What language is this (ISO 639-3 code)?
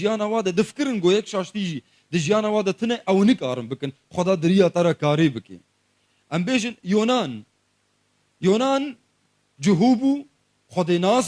kur